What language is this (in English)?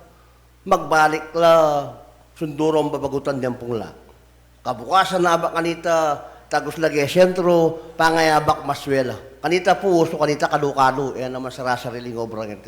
Pampanga